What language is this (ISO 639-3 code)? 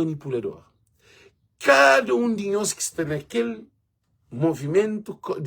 kea